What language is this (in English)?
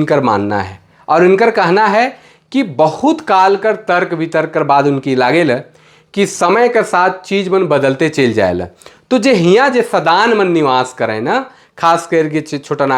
Sadri